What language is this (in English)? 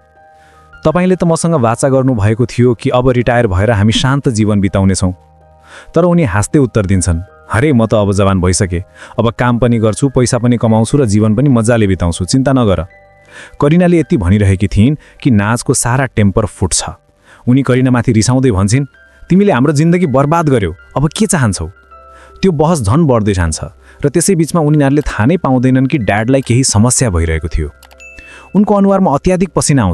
Nepali